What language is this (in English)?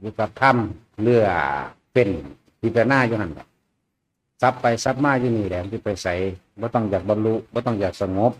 Northeastern Thai